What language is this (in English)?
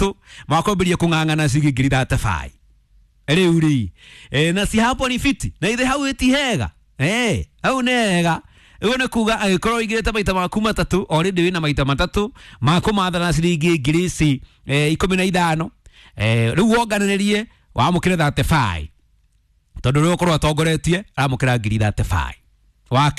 Kikuyu